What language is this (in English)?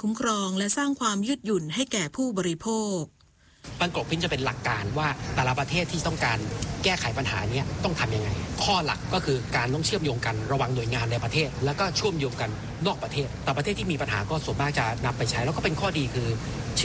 Thai